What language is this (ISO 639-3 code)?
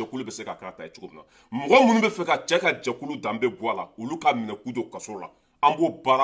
bam